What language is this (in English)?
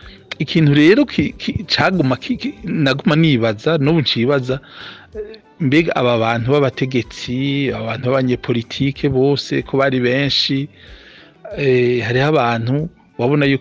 Rundi